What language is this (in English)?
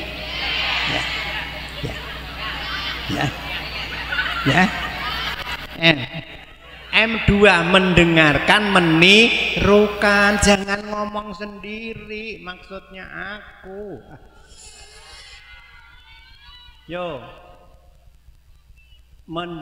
Indonesian